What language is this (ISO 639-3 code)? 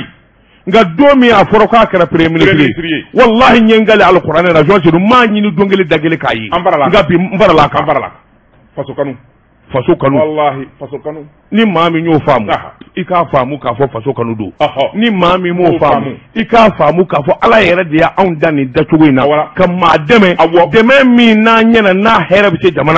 bam